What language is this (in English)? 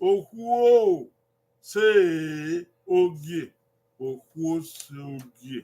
Bini